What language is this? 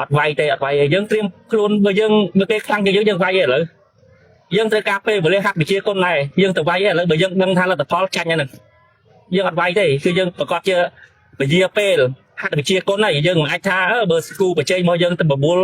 Khmer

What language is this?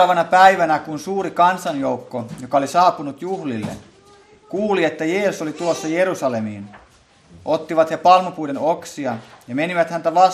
Finnish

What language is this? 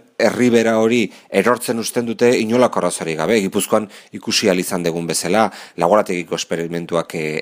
Basque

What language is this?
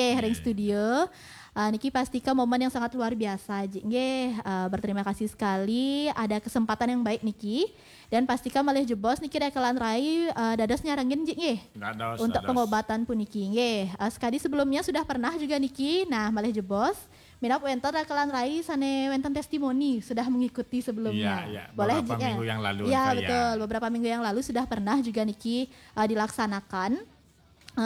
Balinese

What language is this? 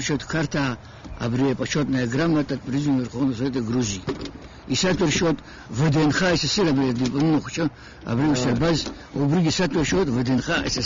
Abkhazian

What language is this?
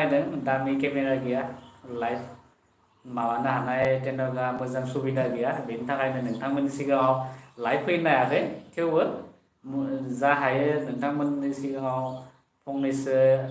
Bodo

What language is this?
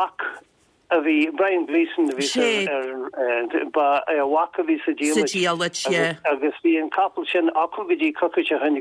Irish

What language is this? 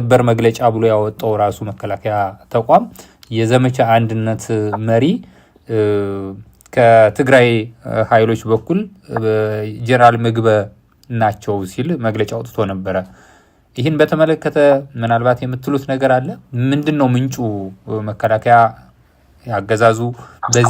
Amharic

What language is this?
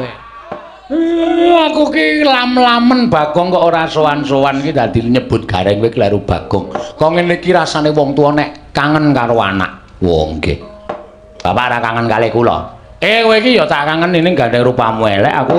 Javanese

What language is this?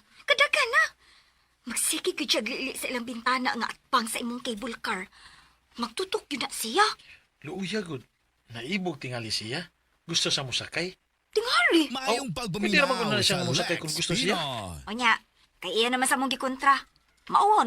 Cebuano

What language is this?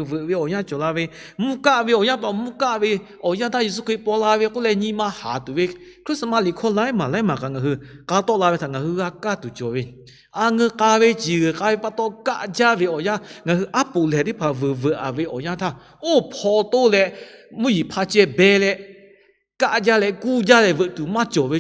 Lahu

